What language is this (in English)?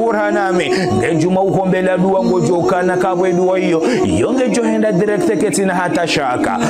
Ngazidja Comorian